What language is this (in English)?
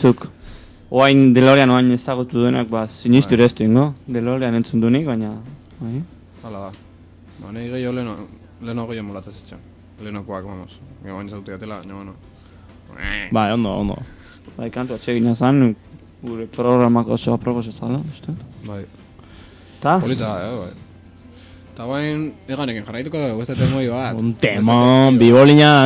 Basque